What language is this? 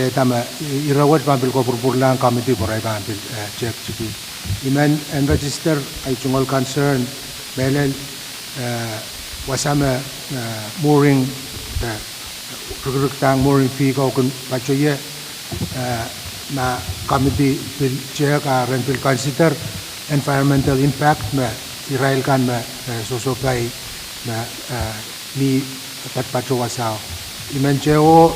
Pohnpeian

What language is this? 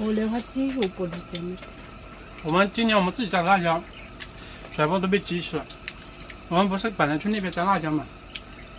Chinese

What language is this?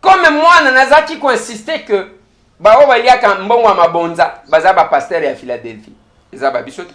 Lingala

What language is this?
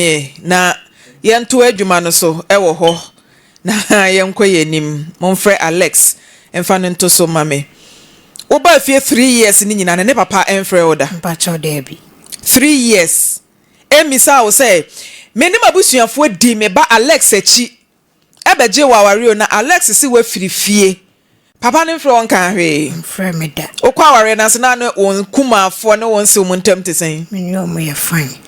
Akan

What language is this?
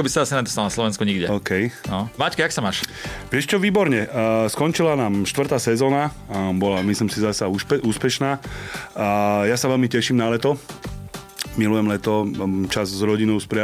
Slovak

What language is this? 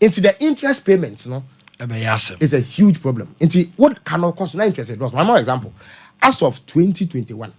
Akan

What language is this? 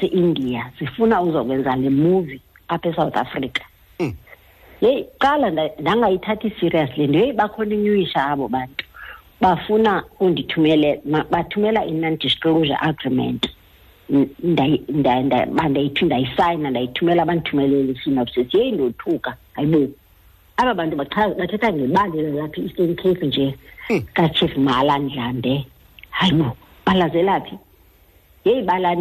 Xhosa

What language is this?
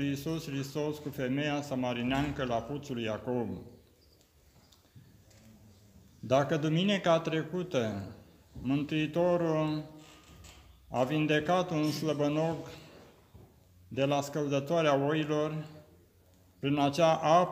Romanian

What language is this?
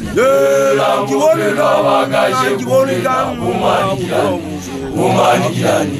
Southern Sotho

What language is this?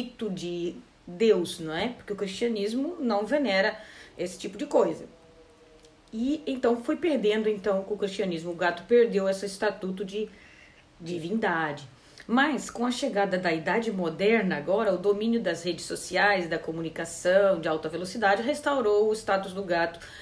Portuguese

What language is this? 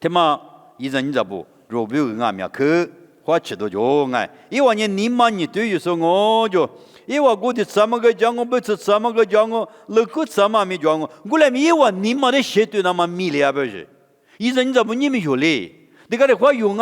Lisu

